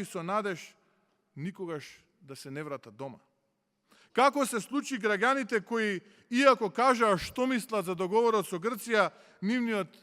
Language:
Macedonian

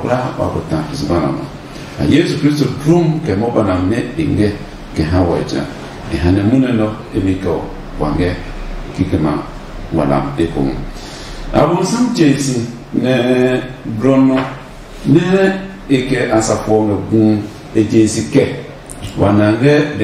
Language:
Adangme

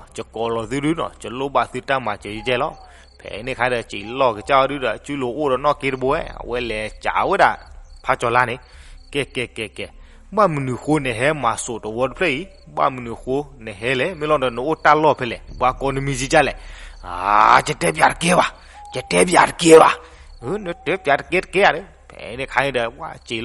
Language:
S'gaw Karen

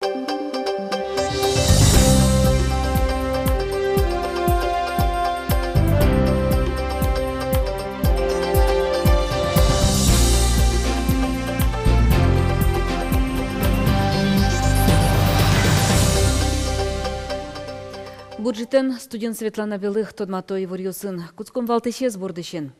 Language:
Udmurt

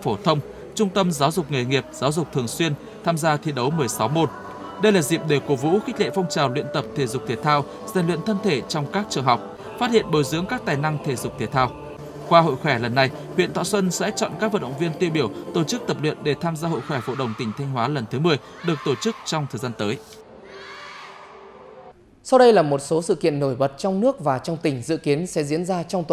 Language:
Vietnamese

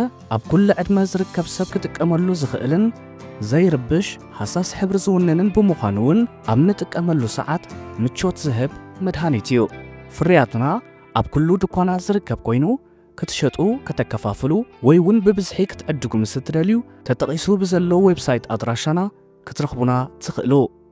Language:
Tigrinya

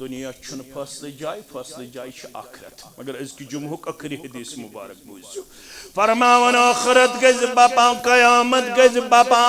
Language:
Kashmiri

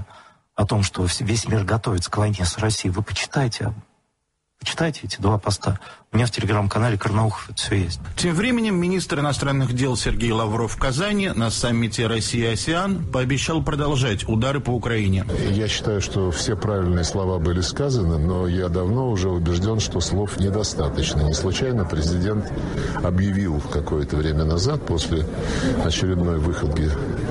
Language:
Russian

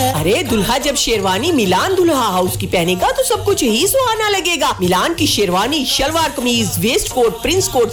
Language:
Urdu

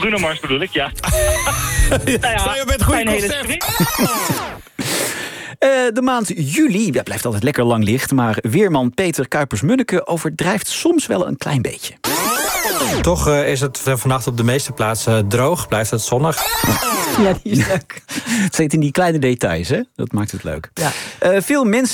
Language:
Dutch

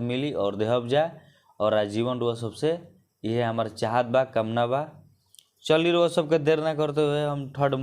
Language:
Bhojpuri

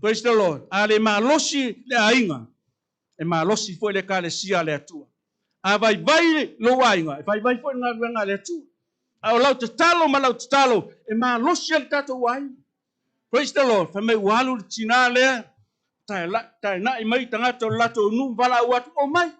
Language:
Samoan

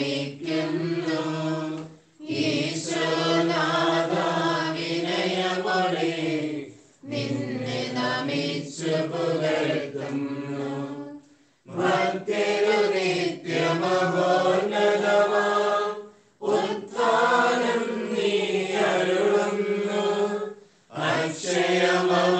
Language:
Malayalam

